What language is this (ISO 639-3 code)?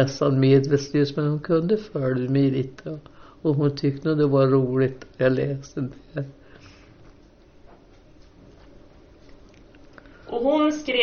swe